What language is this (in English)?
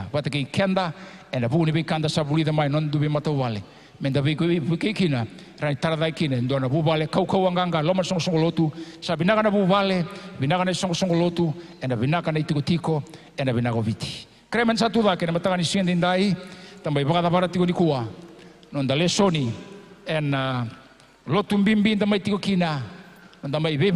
Fijian